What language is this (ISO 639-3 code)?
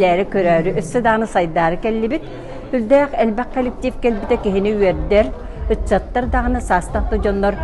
sah